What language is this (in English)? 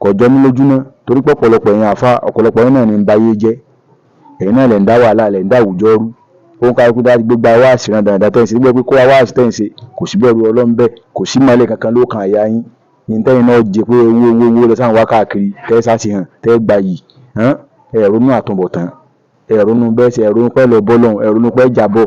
Yoruba